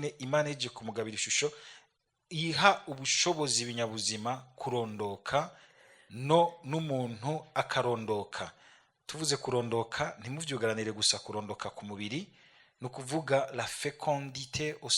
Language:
Rundi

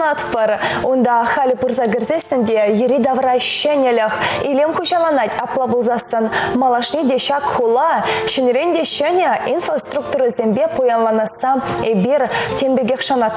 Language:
Chuvash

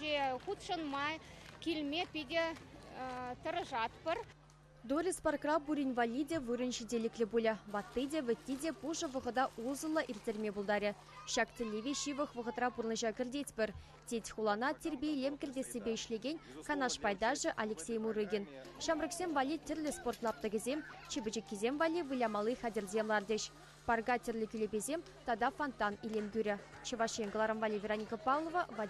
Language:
Chuvash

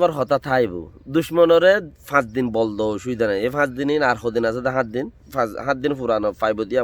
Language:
Rohingya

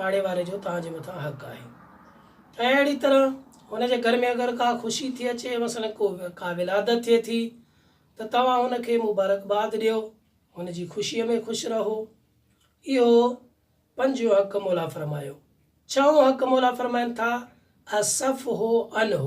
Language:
Sindhi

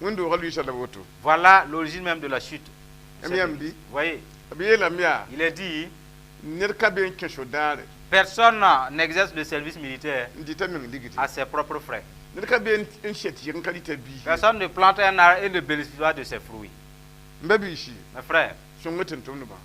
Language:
Mossi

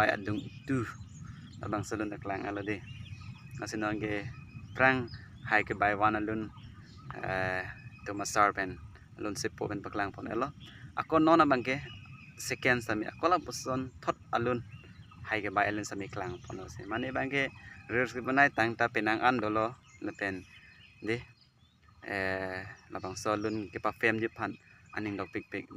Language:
Karbi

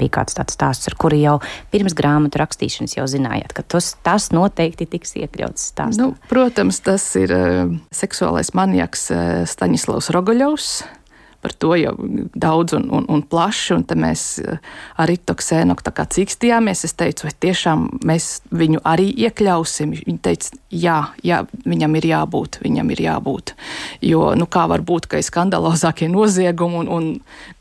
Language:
Latvian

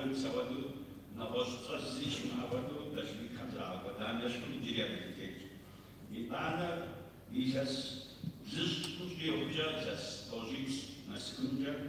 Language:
Kabardian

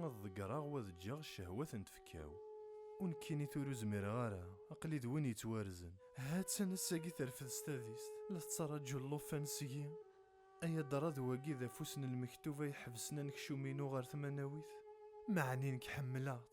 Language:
Kabyle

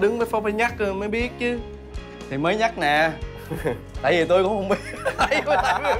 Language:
Vietnamese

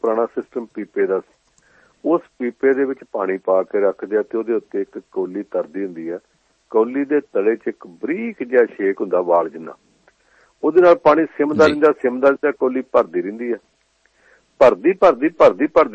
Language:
Punjabi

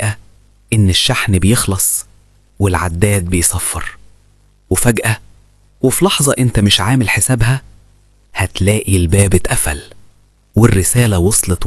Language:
Egyptian Arabic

